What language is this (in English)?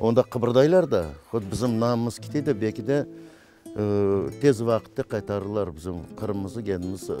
Crimean Tatar